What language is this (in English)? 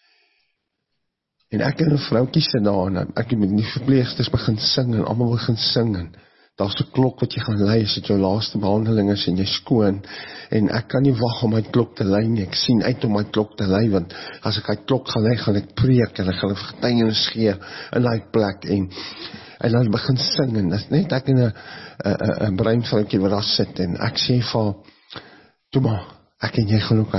Afrikaans